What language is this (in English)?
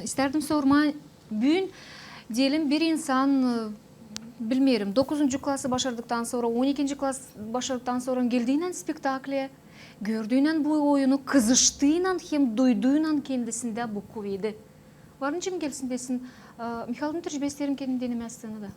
Gagauz